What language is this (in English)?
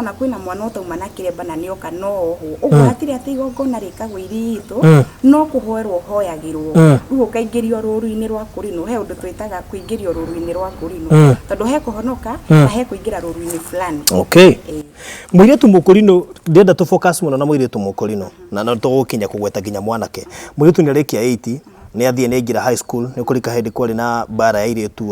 Kikuyu